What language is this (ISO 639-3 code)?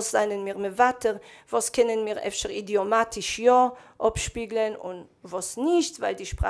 yid